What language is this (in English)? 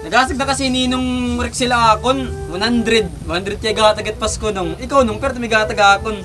Waray